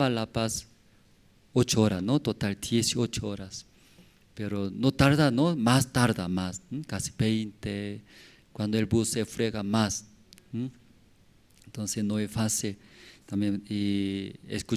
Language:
South Bolivian Quechua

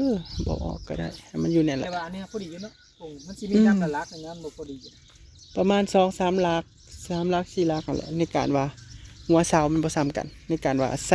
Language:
Northeastern Thai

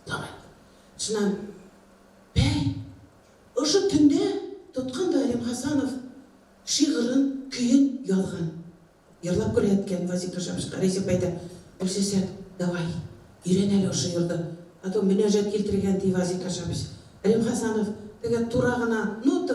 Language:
Bashkir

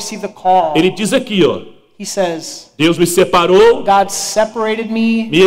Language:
Portuguese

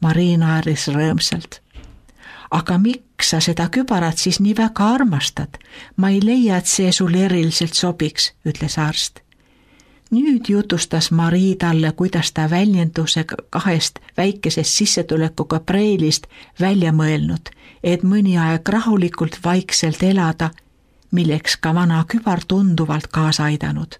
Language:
Estonian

